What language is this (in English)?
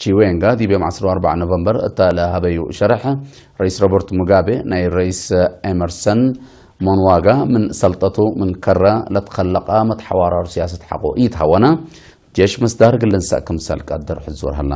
Tigre